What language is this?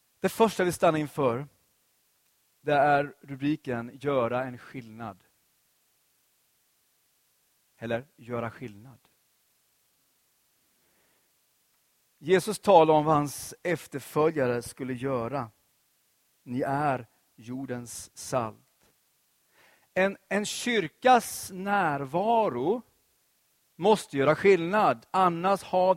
Swedish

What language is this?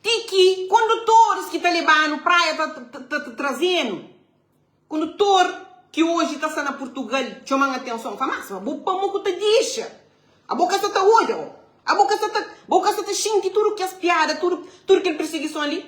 Kabuverdianu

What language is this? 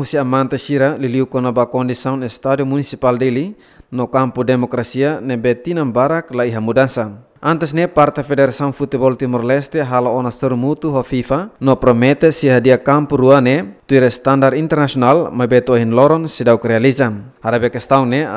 Tetum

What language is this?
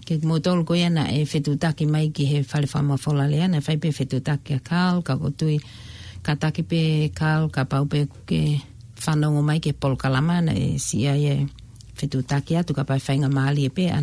Tongan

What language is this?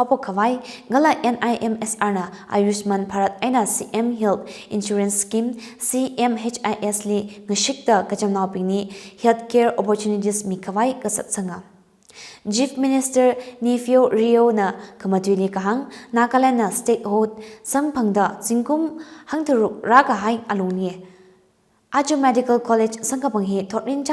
Tangkhul Naga (India)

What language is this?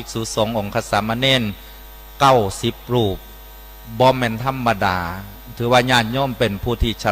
Northeastern Thai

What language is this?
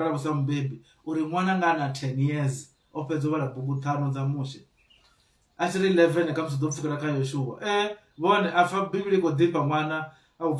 Venda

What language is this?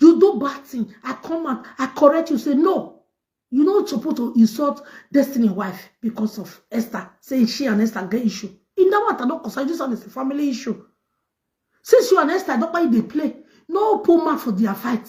Nigerian Pidgin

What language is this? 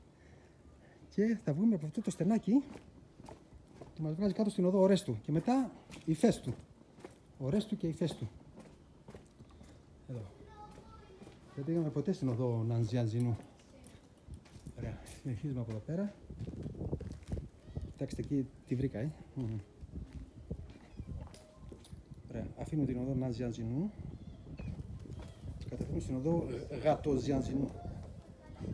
Greek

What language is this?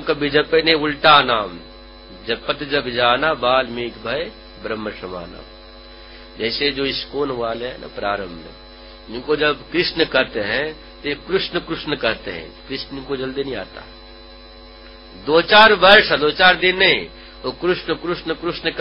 Hindi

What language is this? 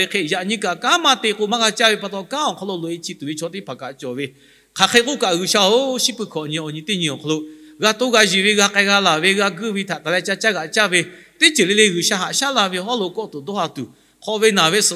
Lahu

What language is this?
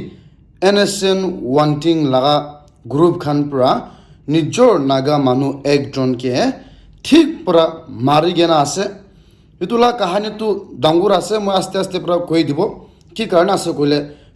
Naga Pidgin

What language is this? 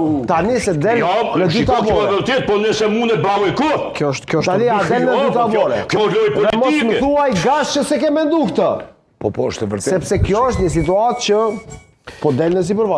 Albanian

